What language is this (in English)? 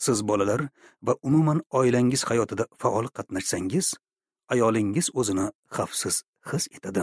Uzbek